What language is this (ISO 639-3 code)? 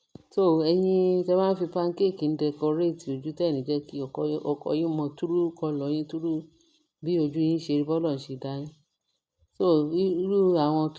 yor